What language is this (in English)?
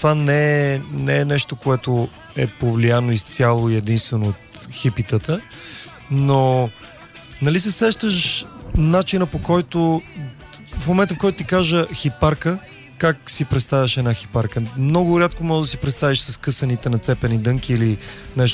Bulgarian